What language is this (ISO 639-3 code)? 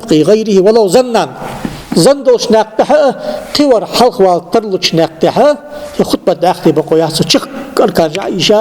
inh